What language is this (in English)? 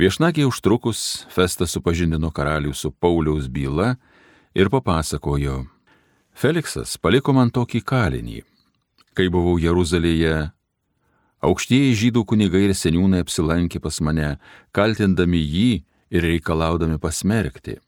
Lithuanian